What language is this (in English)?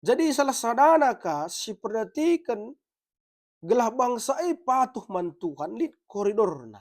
Batak Karo